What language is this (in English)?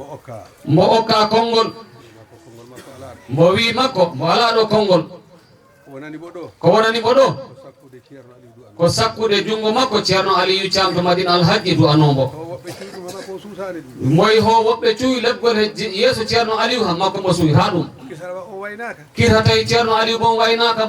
Fula